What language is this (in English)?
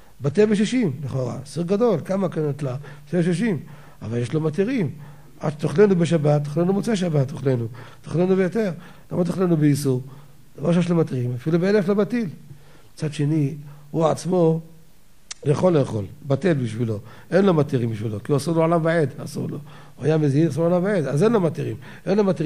Hebrew